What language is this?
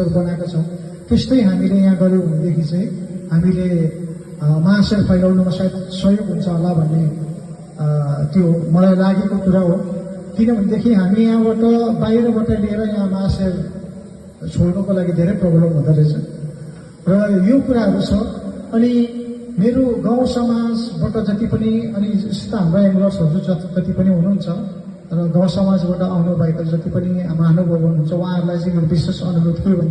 Nepali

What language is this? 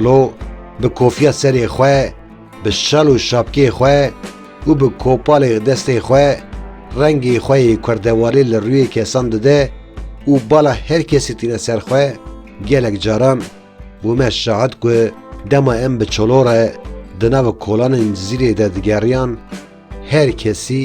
Kurdish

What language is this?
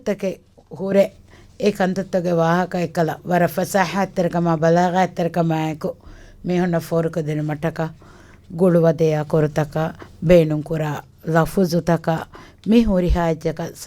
Divehi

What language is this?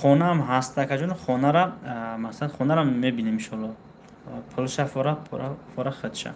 Tajik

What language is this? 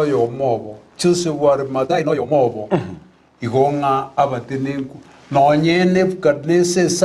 Gusii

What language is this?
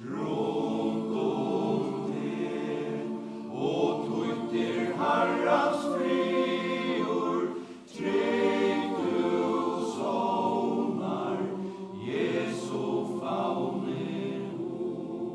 Faroese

